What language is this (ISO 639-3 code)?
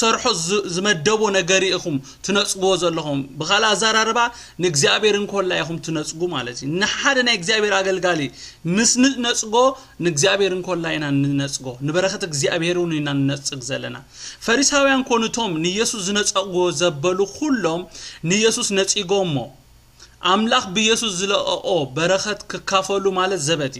tir